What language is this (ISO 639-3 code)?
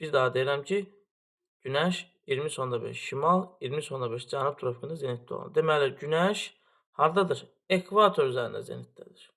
aze